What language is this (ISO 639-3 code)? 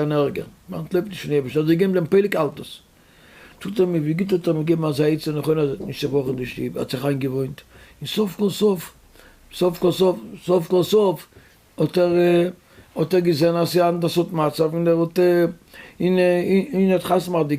yid